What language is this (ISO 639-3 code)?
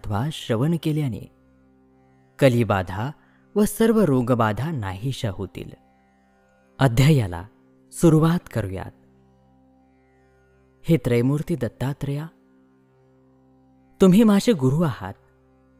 mar